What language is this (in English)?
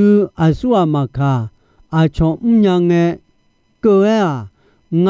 Akha